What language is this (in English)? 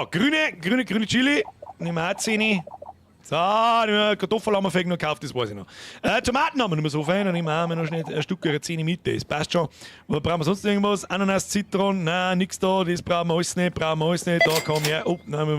Bavarian